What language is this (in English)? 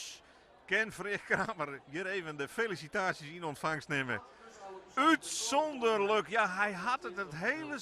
Western Frisian